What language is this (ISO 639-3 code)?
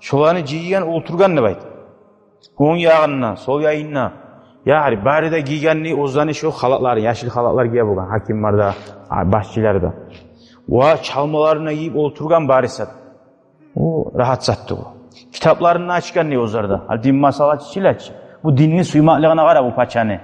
kum